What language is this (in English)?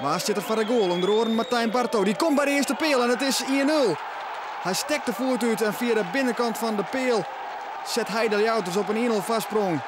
Western Frisian